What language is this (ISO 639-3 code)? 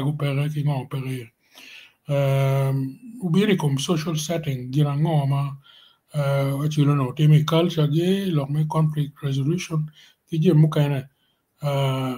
ach